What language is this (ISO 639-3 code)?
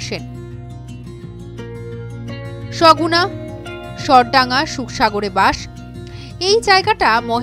ben